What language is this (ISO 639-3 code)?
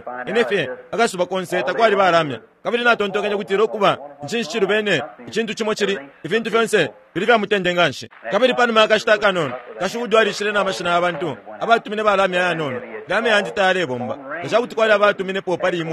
bem